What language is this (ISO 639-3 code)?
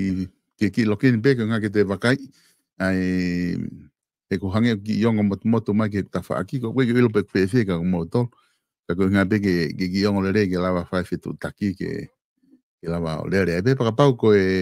ton